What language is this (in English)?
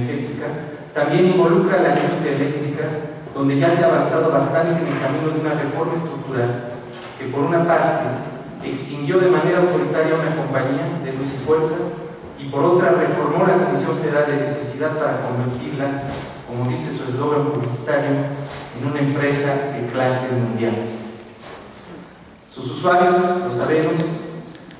Spanish